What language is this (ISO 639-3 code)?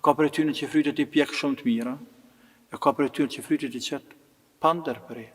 sqi